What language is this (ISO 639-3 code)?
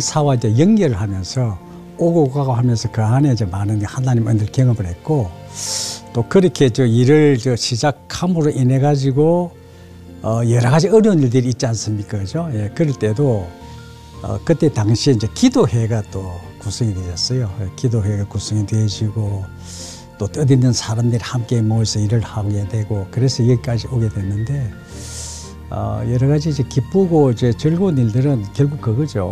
kor